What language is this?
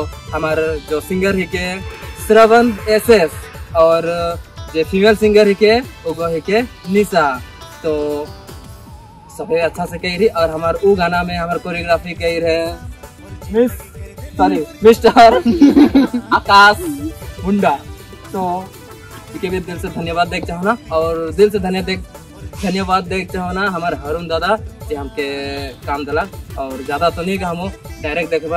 Sadri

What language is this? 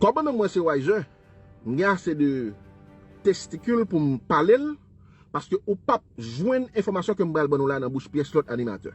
Haitian Creole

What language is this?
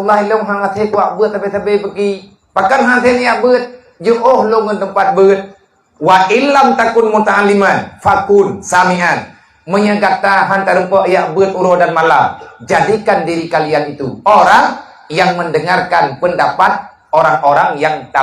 Achinese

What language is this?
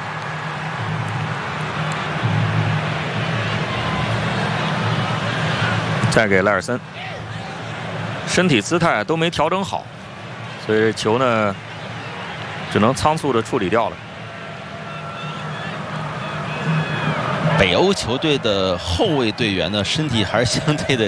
Chinese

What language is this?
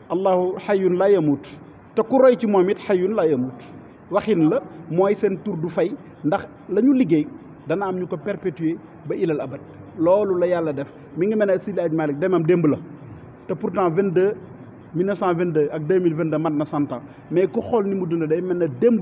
Wolof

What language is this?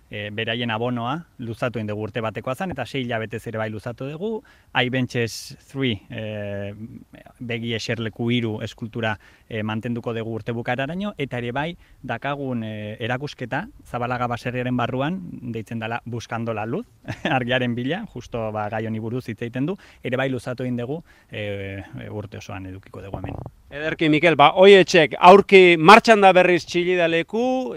Basque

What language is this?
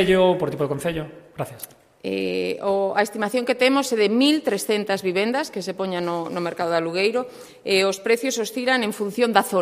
Galician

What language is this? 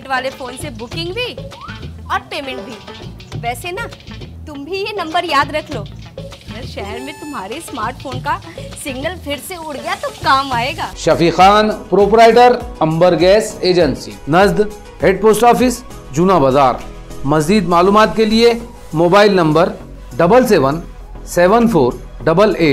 Marathi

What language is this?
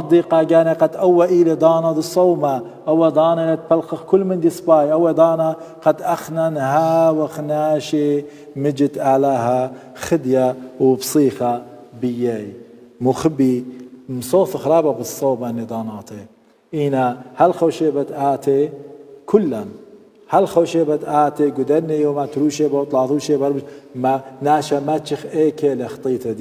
Assyrian Neo-Aramaic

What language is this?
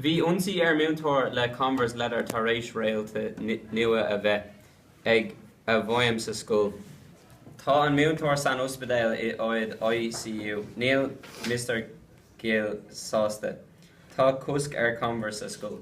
Irish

